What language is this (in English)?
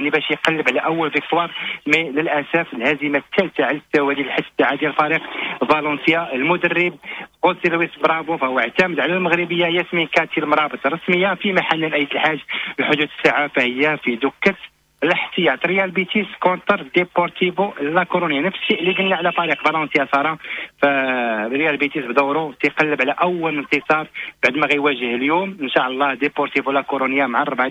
Moroccan Arabic